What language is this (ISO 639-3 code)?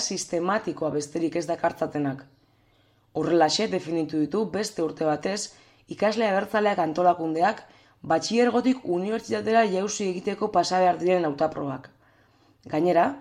eus